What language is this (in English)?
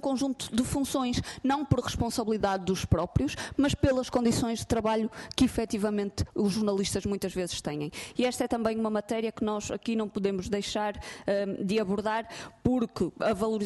Portuguese